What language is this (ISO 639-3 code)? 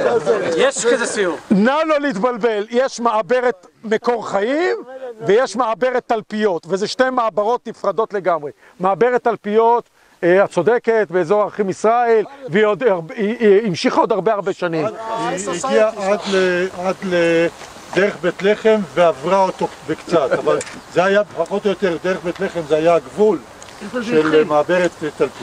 heb